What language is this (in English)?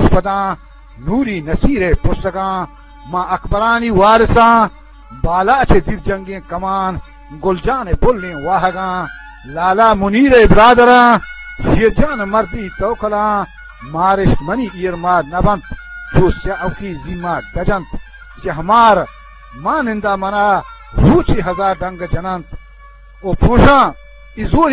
Eastern Balochi